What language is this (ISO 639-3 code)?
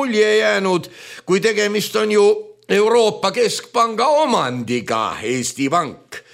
est